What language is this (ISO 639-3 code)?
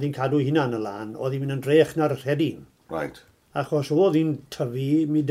cym